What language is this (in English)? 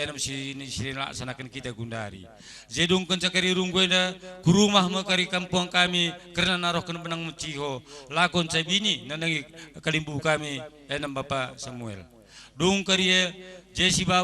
Batak Karo